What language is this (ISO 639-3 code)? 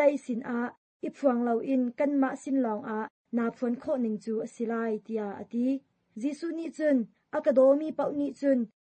cnh